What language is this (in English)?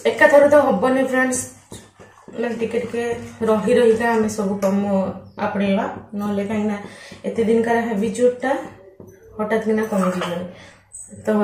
Odia